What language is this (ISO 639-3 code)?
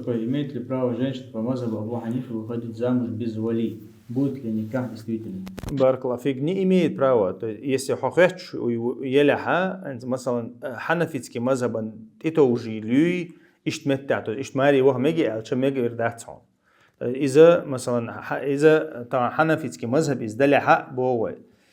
che